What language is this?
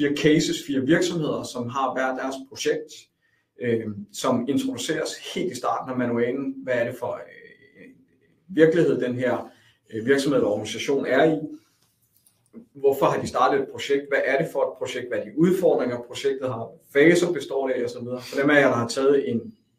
Danish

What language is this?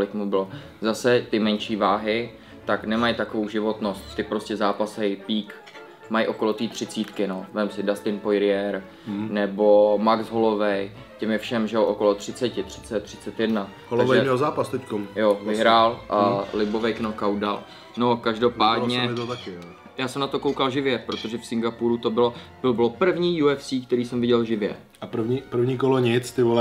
Czech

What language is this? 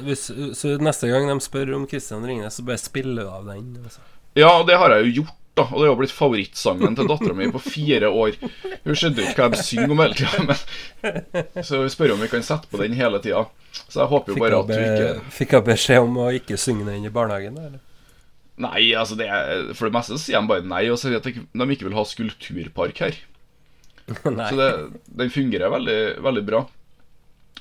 Norwegian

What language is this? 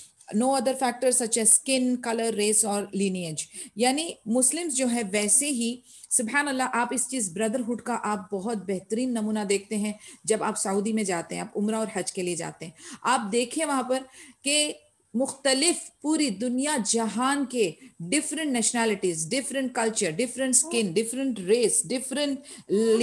Urdu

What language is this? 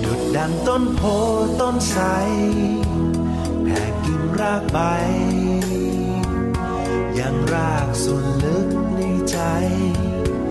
Thai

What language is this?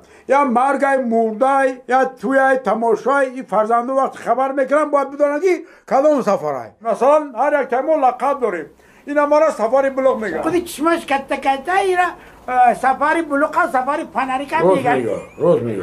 Tajik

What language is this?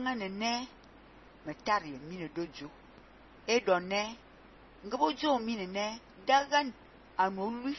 Fang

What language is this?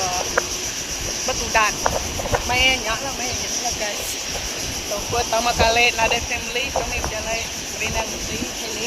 Iban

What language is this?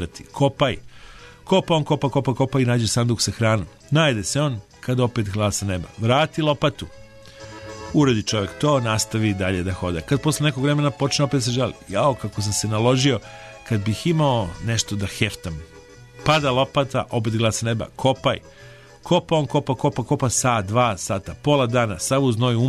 Serbian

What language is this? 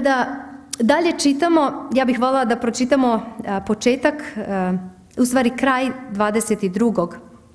Serbian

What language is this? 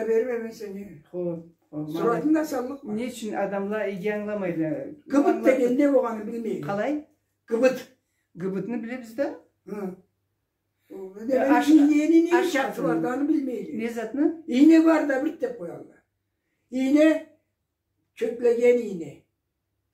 Karachay-Balkar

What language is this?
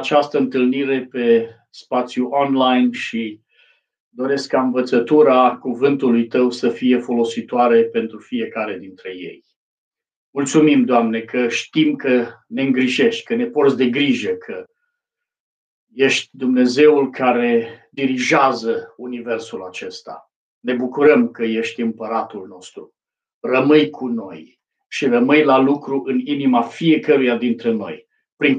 Romanian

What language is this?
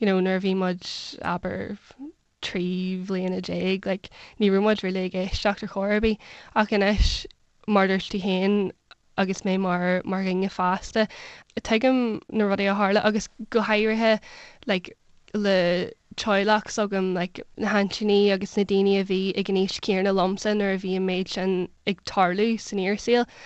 Irish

